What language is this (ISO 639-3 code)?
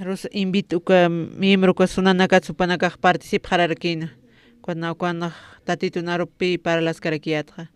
aym